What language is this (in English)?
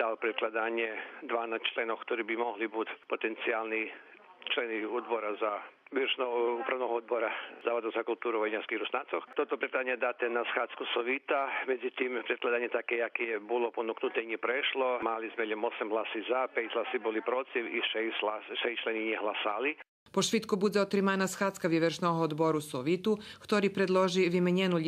Rusyn